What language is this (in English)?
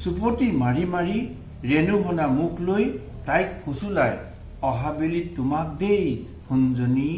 Assamese